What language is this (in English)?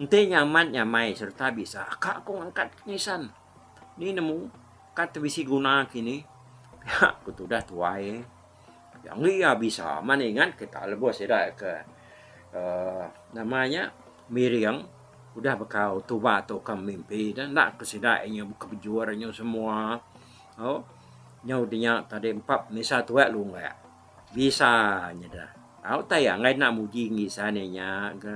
Iban